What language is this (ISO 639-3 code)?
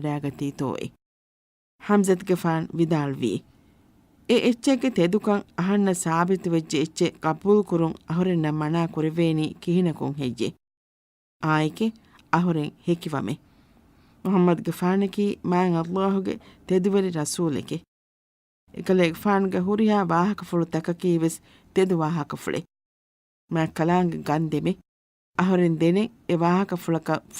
div